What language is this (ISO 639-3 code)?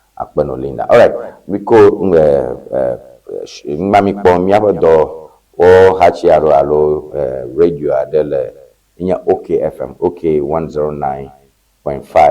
ewe